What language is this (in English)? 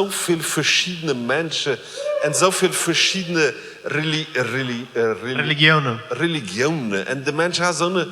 Plautdietsch